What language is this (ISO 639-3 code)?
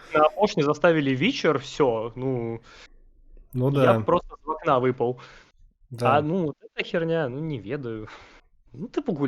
bel